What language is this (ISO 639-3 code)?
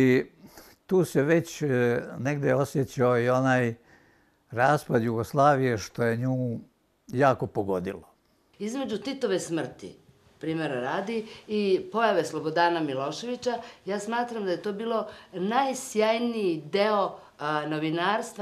srp